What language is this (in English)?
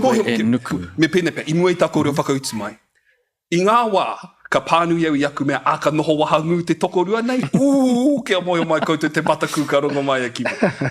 Māori